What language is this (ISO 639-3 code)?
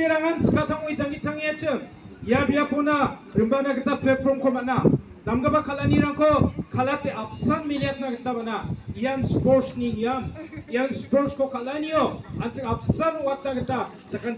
kha